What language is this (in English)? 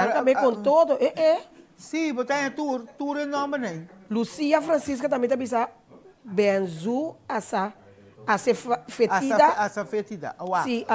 Papiamento